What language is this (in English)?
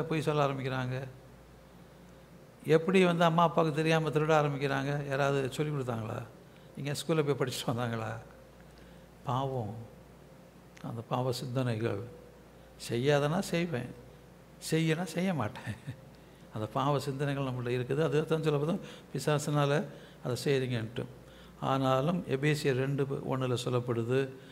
Tamil